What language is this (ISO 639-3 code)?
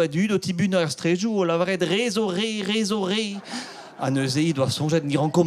bre